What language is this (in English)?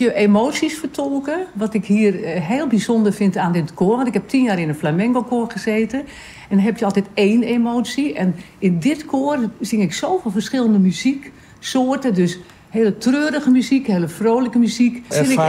Dutch